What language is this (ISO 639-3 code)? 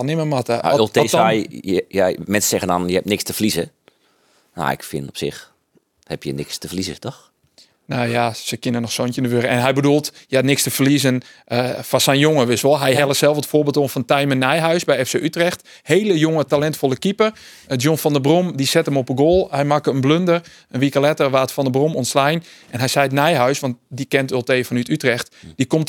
fry